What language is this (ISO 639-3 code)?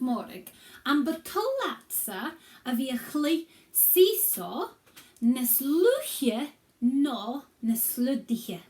gla